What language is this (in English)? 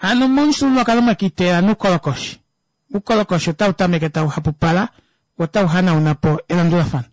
Kuanyama